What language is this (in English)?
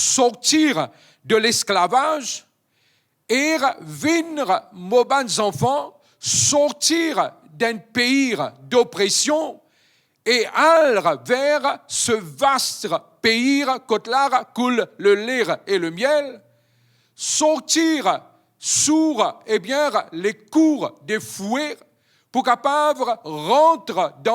Morisyen